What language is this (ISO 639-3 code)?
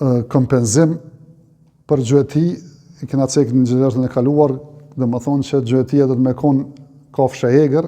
sqi